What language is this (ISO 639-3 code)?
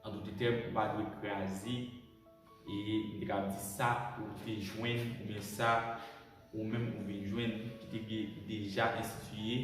hat